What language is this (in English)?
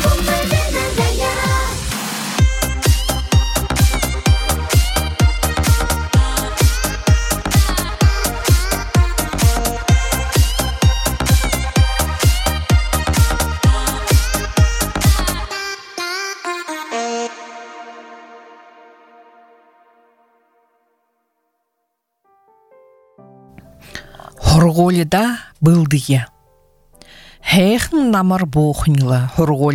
Buriat